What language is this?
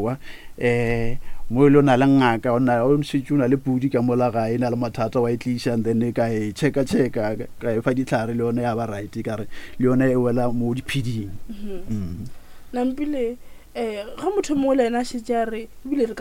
Northern Sotho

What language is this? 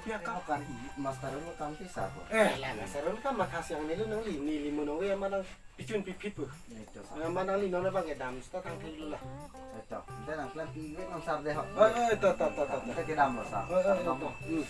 Karbi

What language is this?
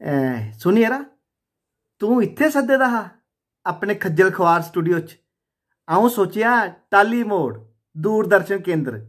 Dogri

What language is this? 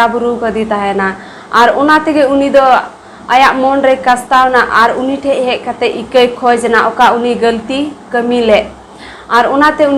Santali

